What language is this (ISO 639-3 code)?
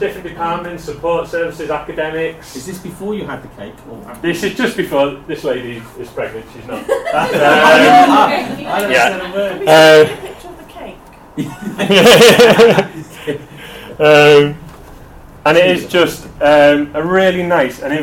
eng